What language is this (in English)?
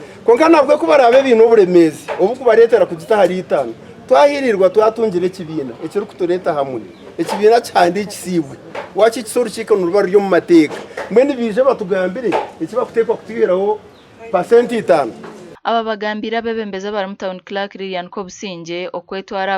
Nyankole